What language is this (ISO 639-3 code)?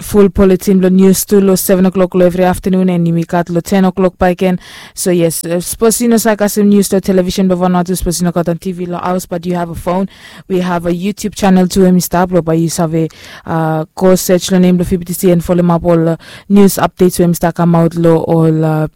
bis